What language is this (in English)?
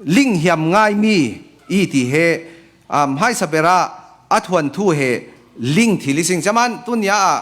Falam Chin